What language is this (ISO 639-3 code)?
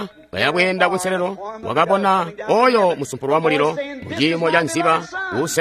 toi